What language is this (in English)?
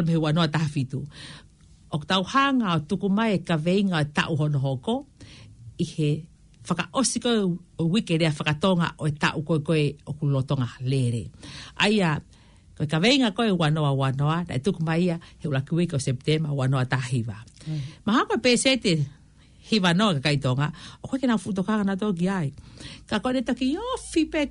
Tongan